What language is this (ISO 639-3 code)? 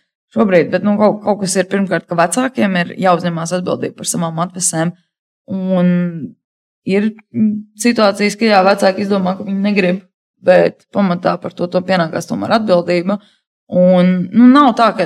lav